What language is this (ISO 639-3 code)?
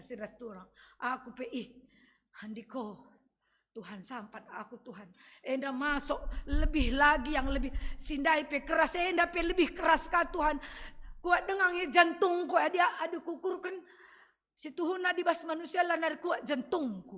btx